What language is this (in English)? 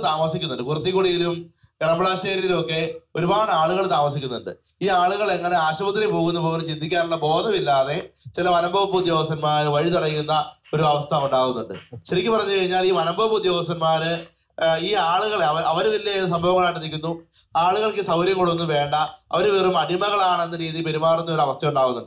Malayalam